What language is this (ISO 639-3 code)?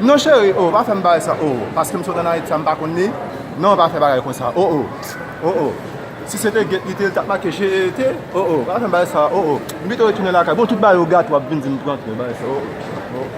hat